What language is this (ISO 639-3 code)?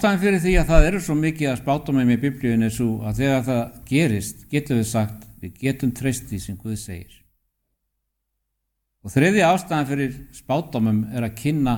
isl